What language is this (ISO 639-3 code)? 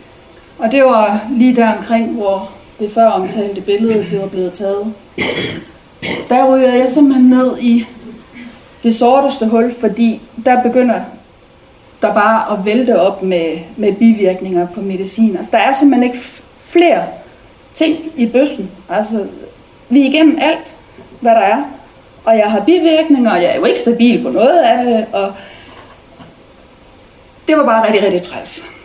dan